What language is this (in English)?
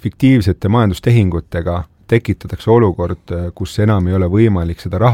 Estonian